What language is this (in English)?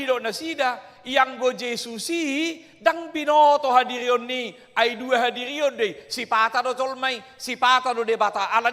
Batak Toba